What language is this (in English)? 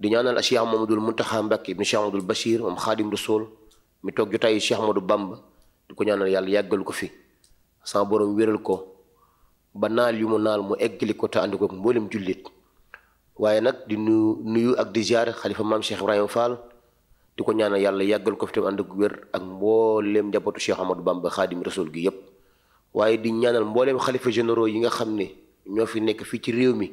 Wolof